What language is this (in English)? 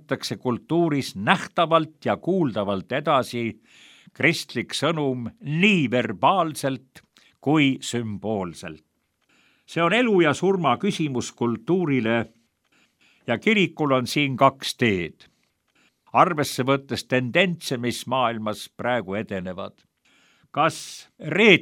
Estonian